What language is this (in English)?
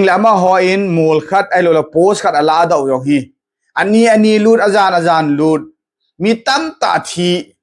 Thado Chin